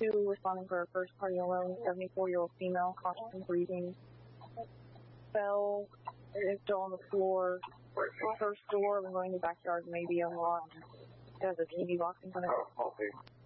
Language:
English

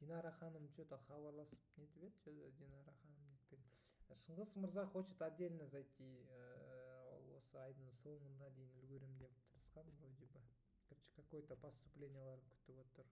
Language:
Kazakh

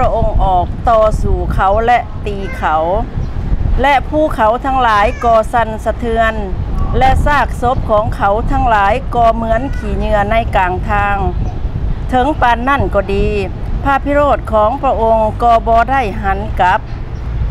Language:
Lao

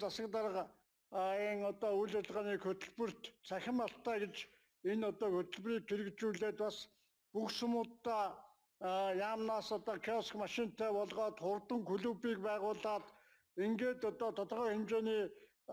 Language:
Mongolian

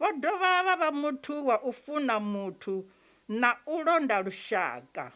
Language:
Venda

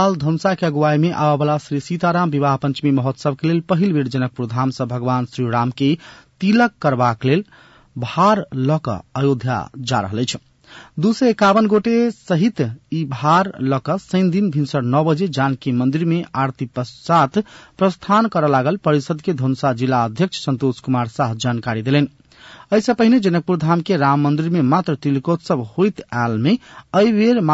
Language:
Maithili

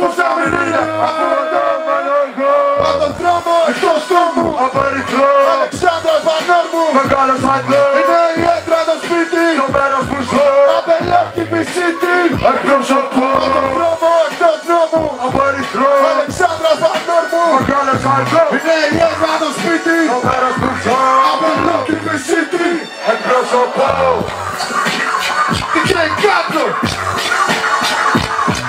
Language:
Greek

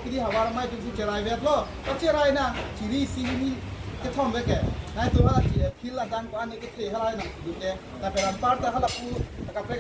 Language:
Karbi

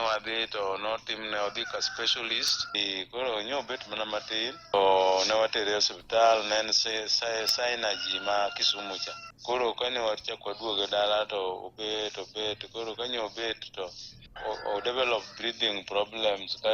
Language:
Luo (Kenya and Tanzania)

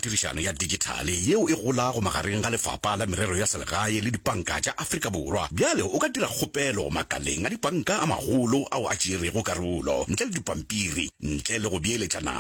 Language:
Northern Sotho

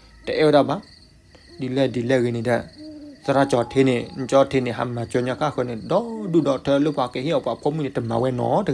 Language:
S'gaw Karen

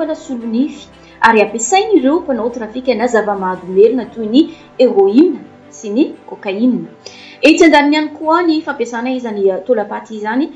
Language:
Malagasy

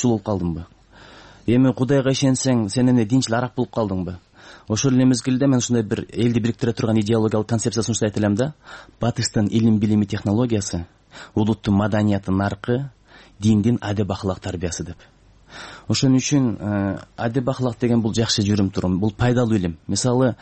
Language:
Kyrgyz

